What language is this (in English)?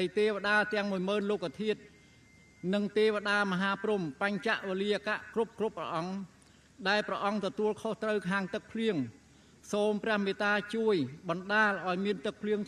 Khmer